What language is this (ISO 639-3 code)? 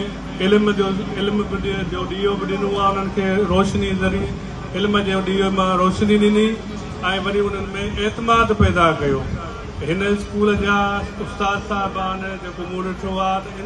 snd